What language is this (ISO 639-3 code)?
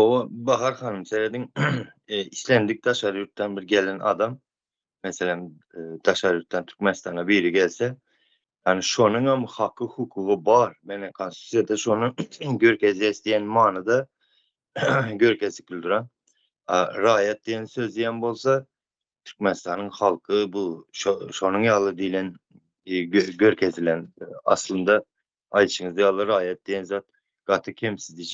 tuk